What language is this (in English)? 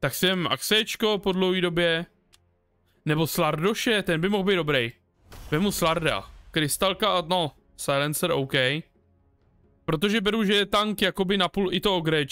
Czech